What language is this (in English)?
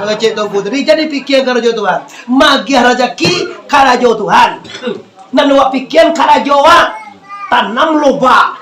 Minangkabau